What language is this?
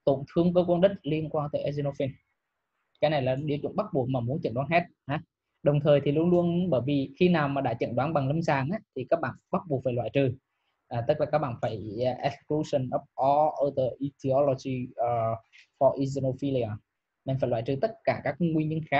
Vietnamese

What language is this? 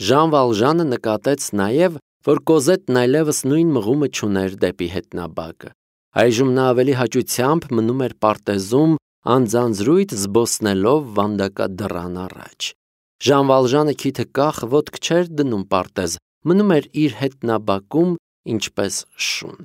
Armenian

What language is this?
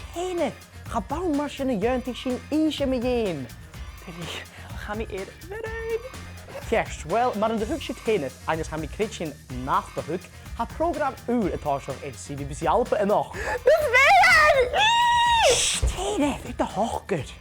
Scottish Gaelic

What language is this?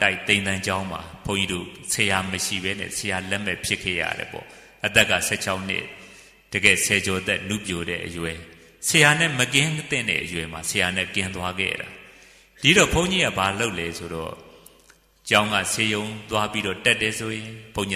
Burmese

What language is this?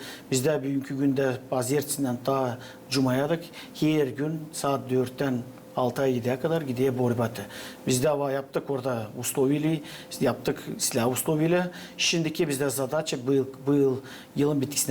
Gagauz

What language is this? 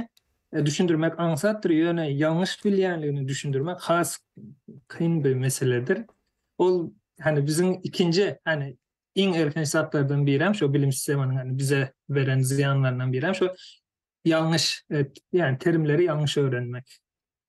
Turkmen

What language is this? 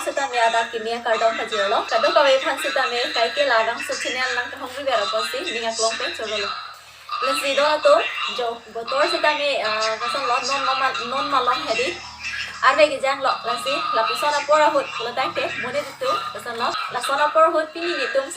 Karbi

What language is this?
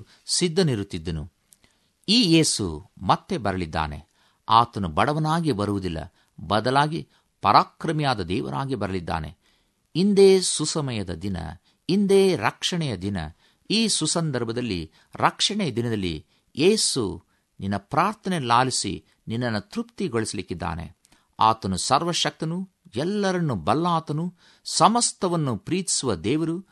Kannada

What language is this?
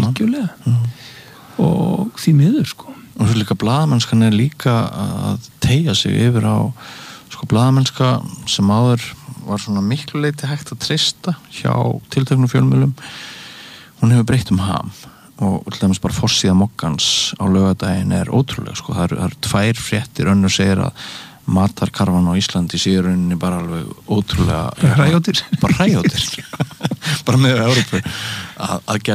Icelandic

